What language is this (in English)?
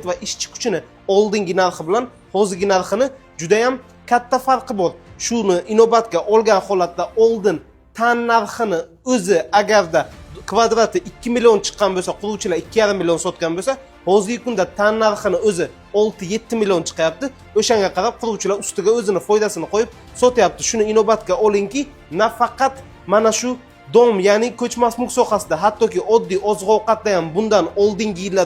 Uzbek